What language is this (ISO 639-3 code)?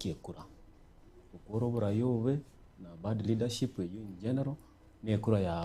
guz